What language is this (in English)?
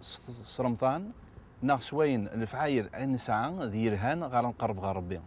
Kabyle